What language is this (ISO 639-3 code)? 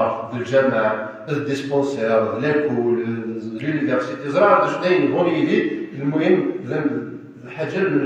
kab